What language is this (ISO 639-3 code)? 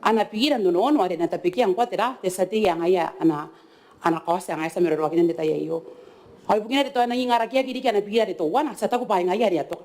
gil